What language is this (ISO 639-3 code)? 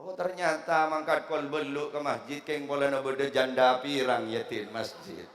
mad